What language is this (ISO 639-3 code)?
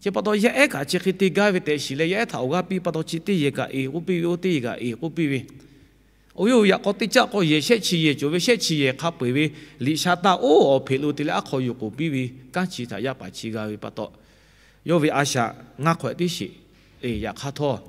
lhu